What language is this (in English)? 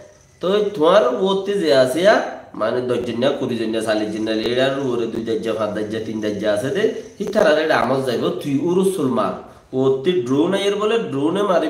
Rohingya